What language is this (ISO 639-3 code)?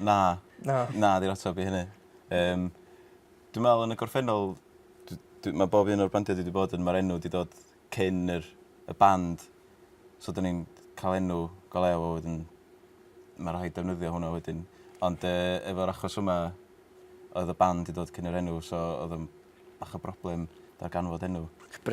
cym